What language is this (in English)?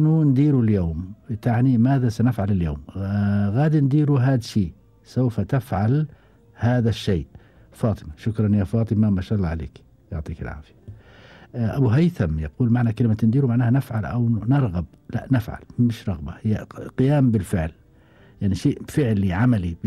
Gulf Arabic